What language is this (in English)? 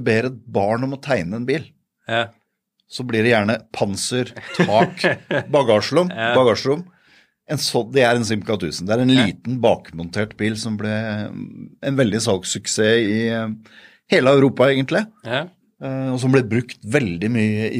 Norwegian